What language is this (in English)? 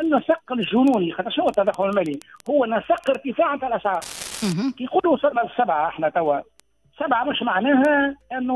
Tunisian Arabic